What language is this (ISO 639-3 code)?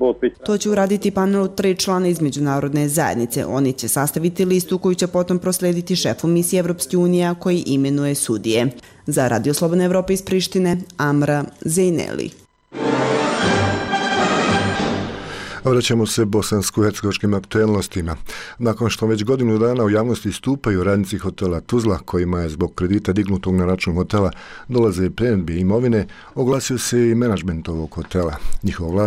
bos